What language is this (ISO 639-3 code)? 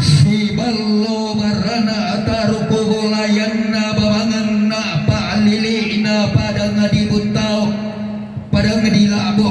sda